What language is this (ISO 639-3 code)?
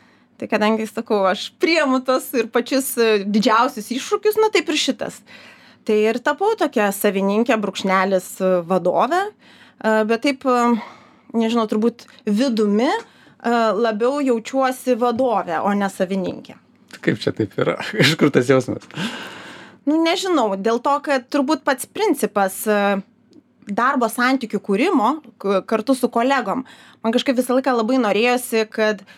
lit